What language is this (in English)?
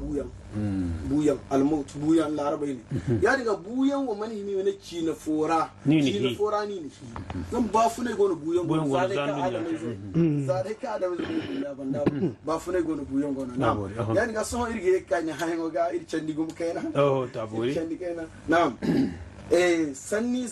Zarma